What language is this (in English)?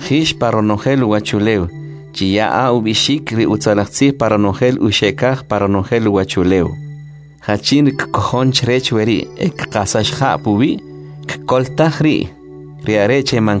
Kʼicheʼ